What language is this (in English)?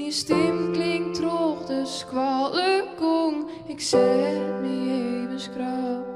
Western Frisian